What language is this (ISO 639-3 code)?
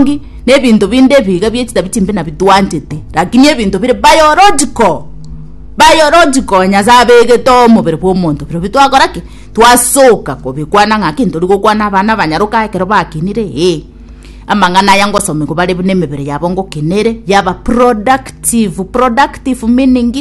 guz